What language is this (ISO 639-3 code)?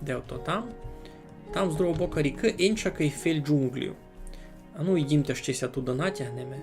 rue